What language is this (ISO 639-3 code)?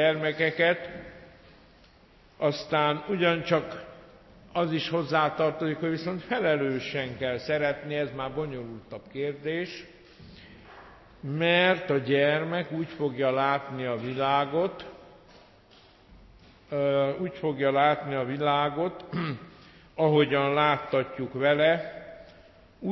hun